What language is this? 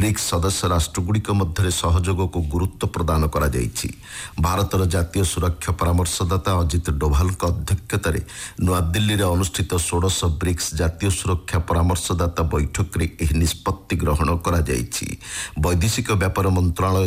Odia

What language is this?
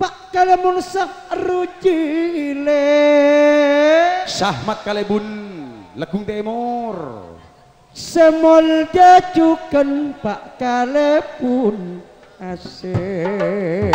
Madurese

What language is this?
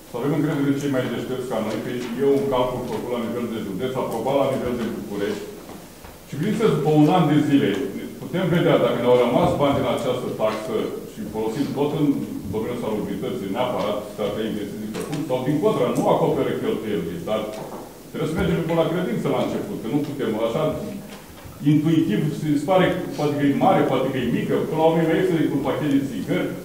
Romanian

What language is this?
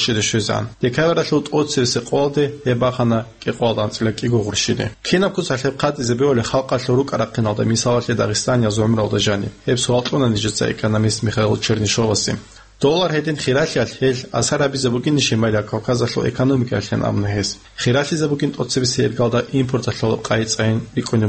Avaric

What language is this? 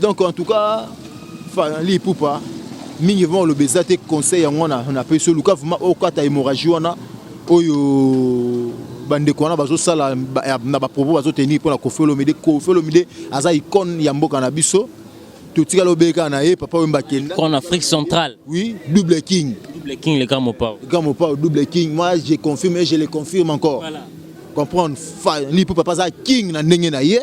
Lingala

